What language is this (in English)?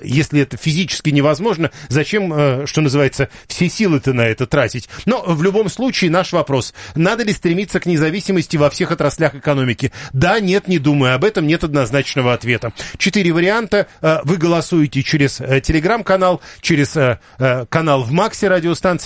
Russian